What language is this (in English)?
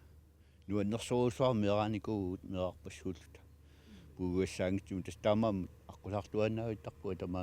Kalaallisut